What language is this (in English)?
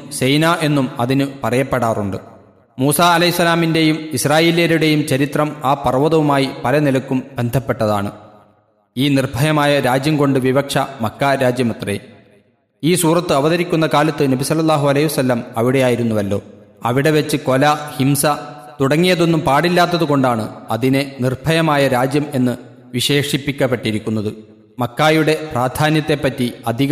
Malayalam